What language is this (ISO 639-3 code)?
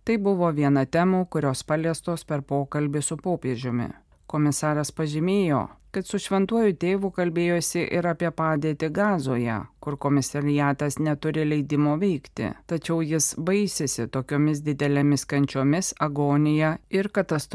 lit